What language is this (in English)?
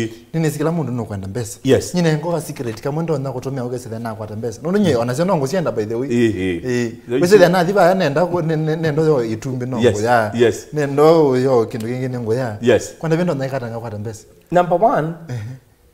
Kamba